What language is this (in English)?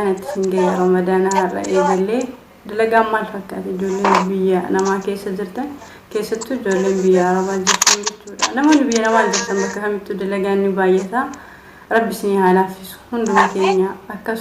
Oromo